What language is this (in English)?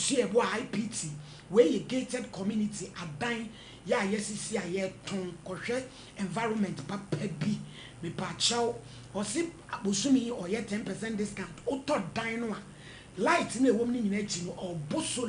Akan